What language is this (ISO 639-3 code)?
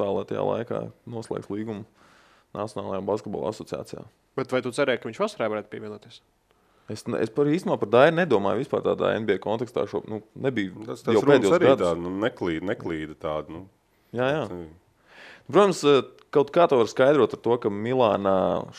lav